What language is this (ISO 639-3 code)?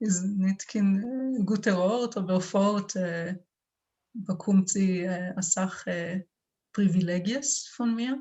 yid